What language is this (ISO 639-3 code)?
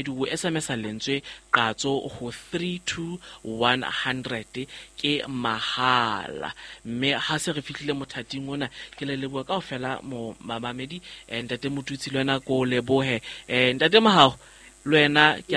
sot